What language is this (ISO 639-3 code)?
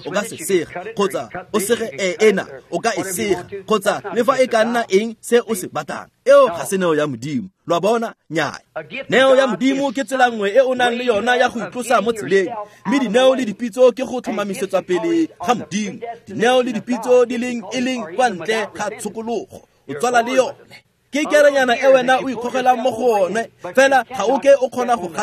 tsn